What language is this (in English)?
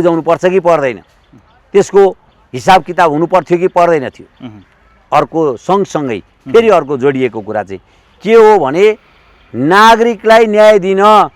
Nepali